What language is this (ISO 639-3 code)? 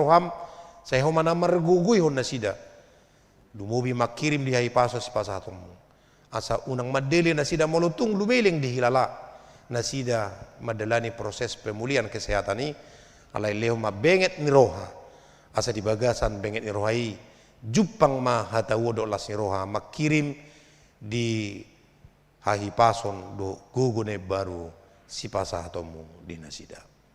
bbc